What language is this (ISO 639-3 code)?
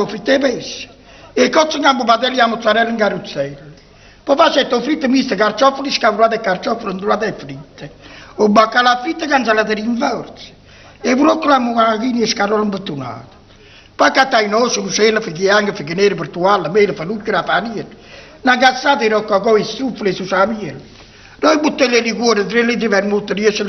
nap